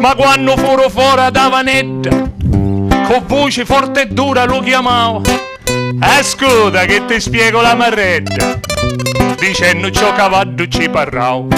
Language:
Sicilian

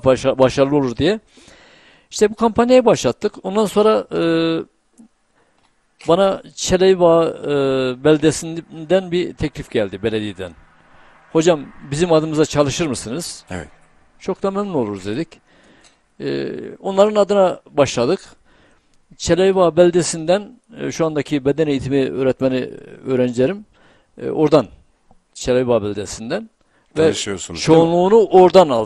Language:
Turkish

